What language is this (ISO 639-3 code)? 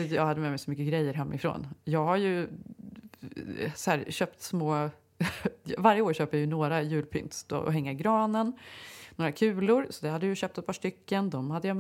swe